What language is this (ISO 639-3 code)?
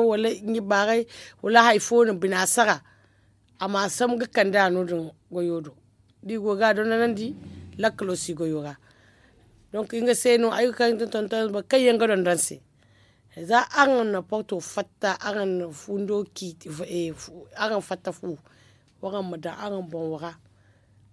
dje